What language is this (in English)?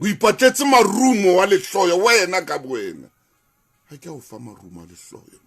Southern Sotho